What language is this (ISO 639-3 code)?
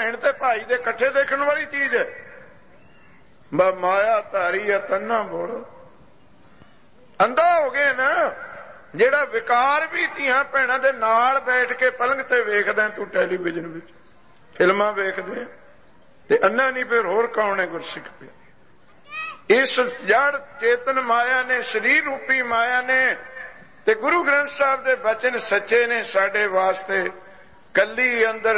pan